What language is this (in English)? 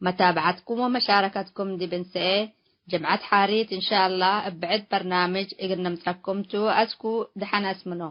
Tigre